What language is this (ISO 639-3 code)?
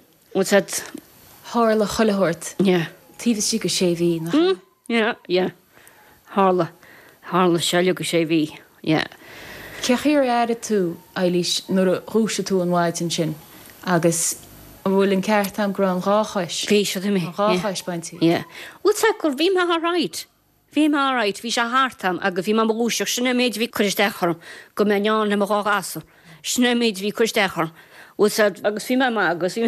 gle